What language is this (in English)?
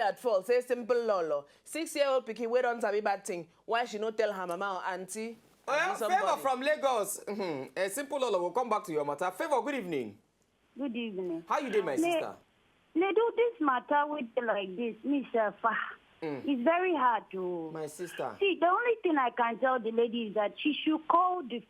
Nigerian Pidgin